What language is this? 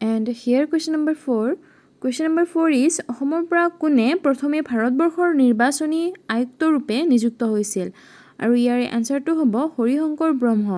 Assamese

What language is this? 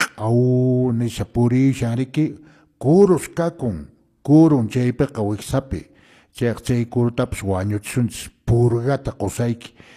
Quechua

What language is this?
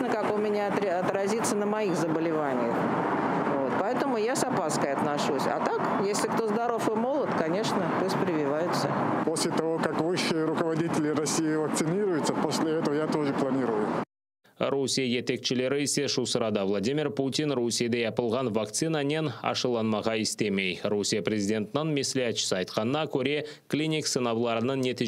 Crimean Tatar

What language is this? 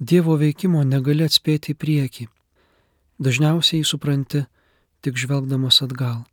Lithuanian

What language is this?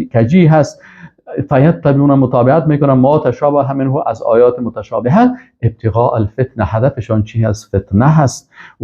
Persian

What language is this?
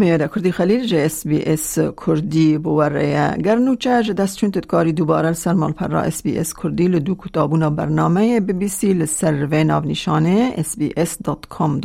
Kurdish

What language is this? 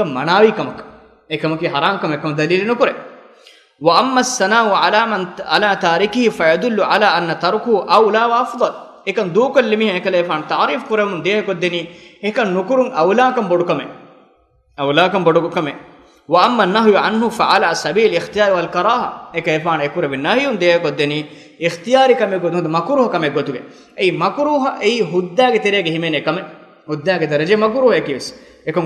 Divehi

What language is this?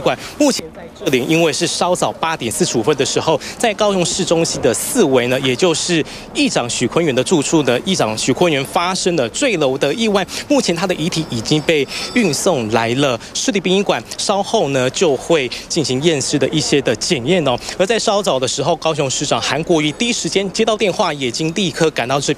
Chinese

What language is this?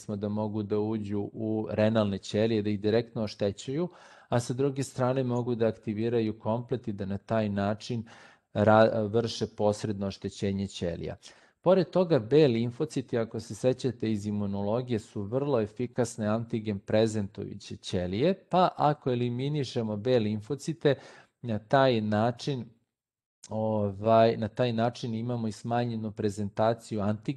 Serbian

